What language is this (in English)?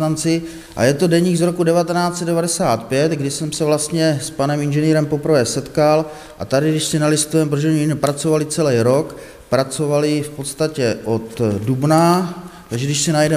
Czech